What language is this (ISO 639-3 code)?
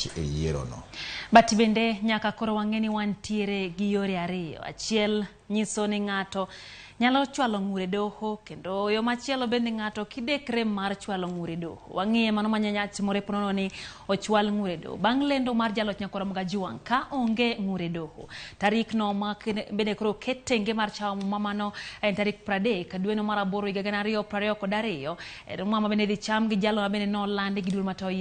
luo